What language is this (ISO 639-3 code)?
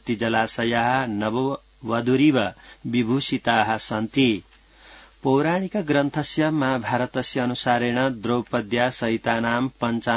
san